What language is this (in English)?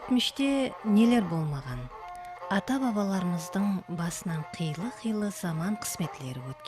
Kara-Kalpak